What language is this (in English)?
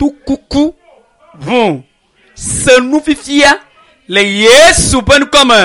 Ewe